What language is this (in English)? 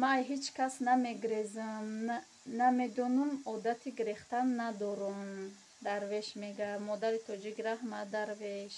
Tajik